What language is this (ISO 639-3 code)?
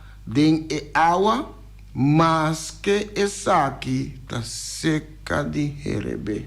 pap